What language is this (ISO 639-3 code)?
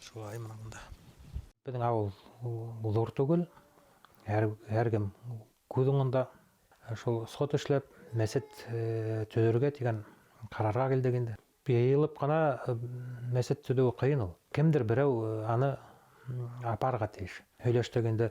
bak